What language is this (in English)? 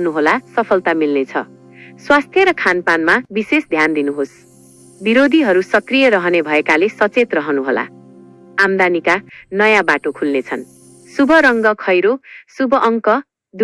Nepali